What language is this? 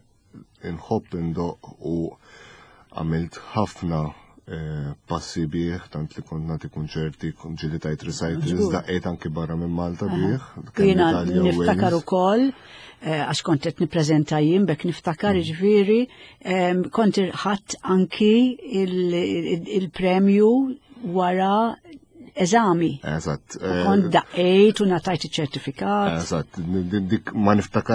Maltese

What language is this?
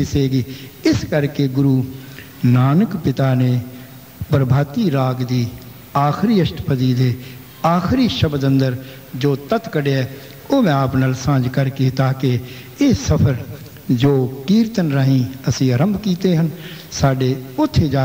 Punjabi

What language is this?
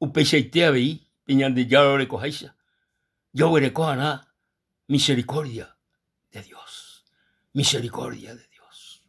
Guarani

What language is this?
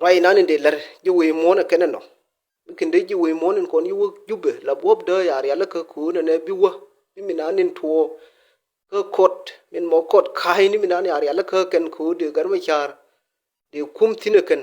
Nuer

